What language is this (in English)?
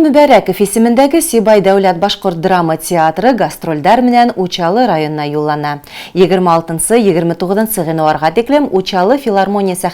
Bashkir